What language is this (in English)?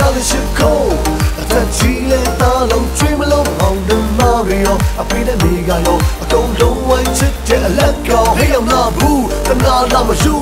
Burmese